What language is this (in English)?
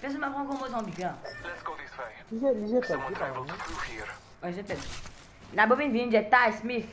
Morisyen